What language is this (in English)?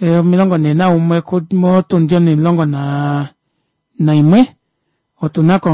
Kuanyama